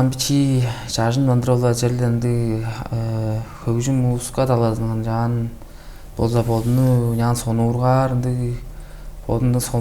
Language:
Tuvinian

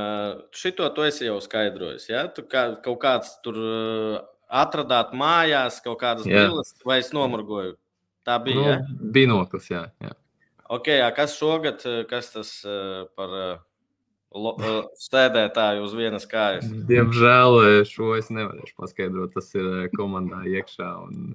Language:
Latvian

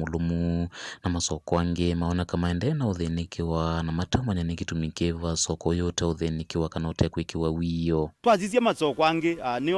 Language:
Kamba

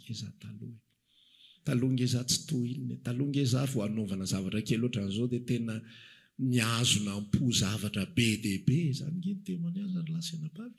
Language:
Malagasy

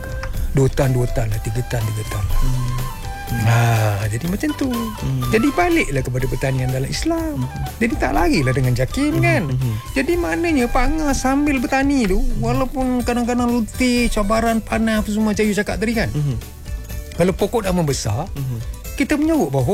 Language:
Malay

